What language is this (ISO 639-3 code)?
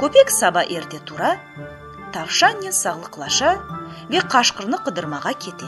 crh